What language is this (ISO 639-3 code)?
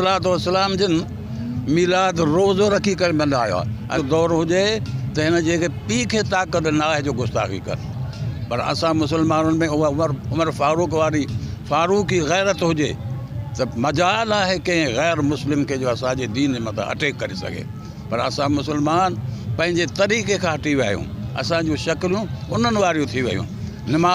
snd